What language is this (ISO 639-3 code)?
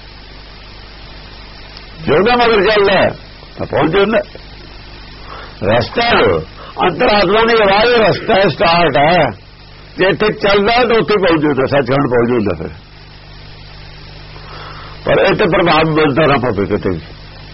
pan